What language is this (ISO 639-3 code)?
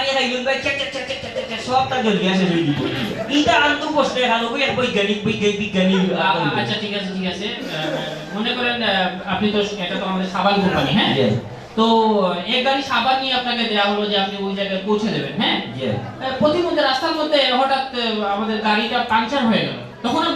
syl